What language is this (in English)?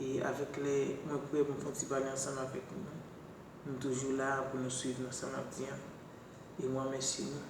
Haitian Creole